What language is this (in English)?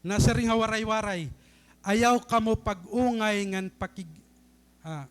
Waray